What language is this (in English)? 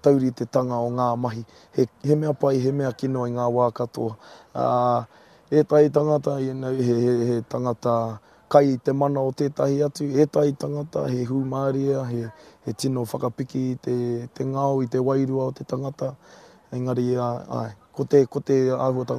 Māori